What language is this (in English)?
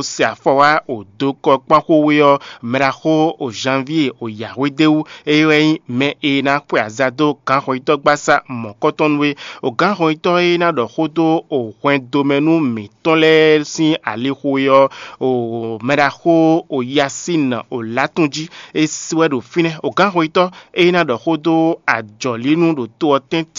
Fon